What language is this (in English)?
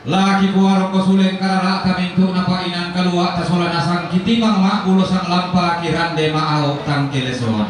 Toraja-Sa'dan